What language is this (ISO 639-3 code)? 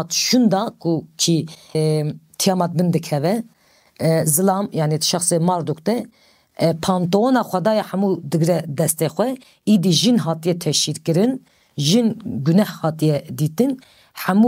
kur